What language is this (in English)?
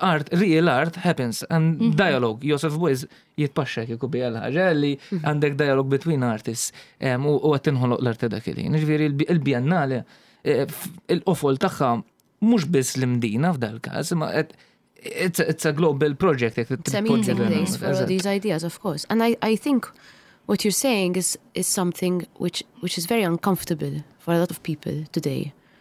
Maltese